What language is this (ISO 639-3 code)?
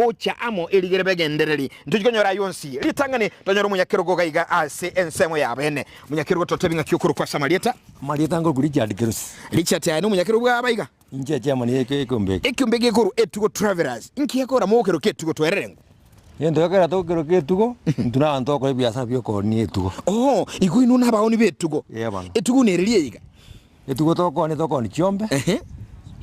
guz